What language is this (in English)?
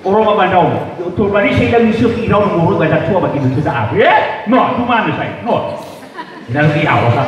Nias